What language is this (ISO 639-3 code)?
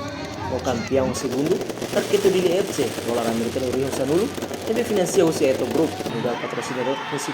tet